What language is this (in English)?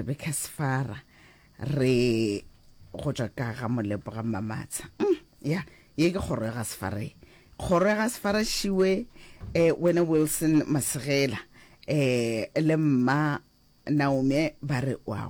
Northern Sotho